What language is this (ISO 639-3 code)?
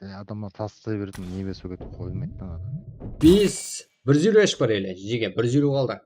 kaa